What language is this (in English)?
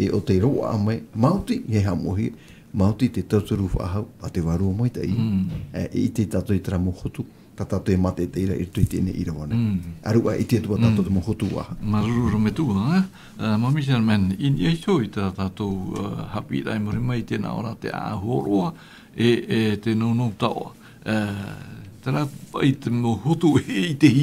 Tahitian